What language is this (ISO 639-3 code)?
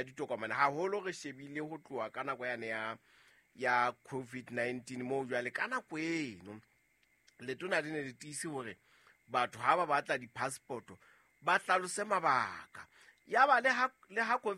sot